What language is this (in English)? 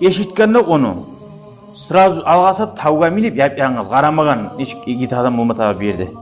Kumyk